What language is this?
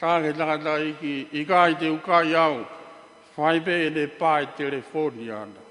Tongan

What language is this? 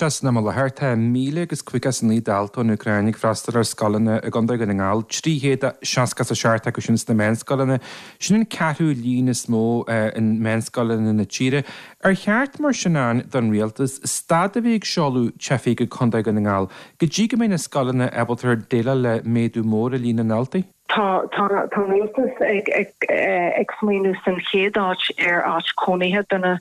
Irish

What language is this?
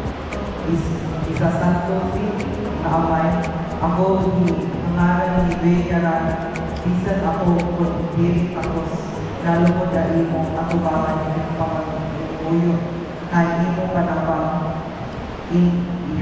Waray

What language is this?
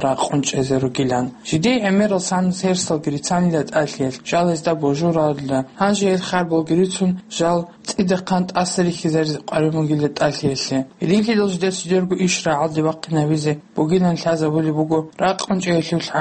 Avaric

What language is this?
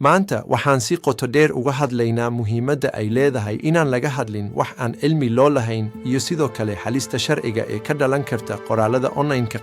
Somali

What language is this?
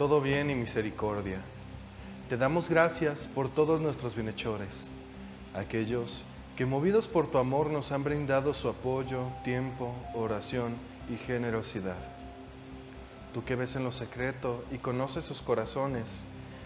Spanish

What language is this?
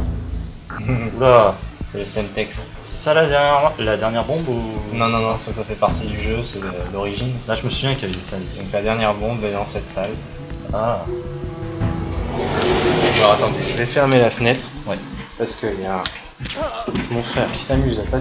French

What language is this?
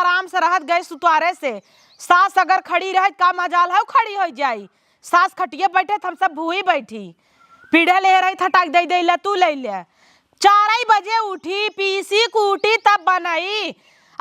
Awadhi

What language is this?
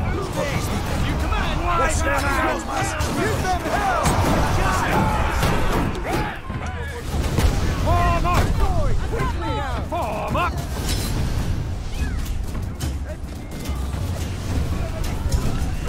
English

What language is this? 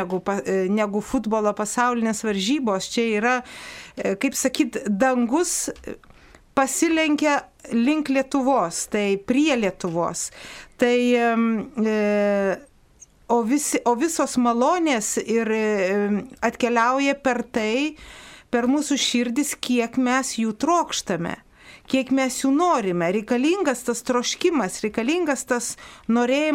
Lithuanian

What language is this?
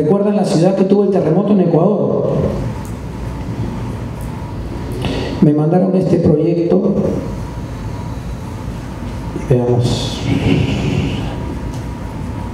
Spanish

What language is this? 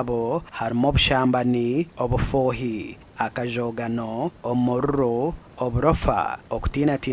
Nyankole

